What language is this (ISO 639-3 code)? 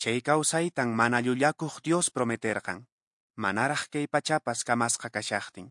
que